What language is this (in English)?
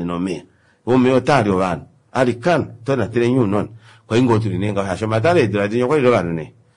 Kuanyama